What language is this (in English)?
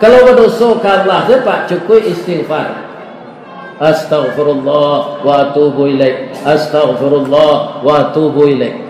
Minangkabau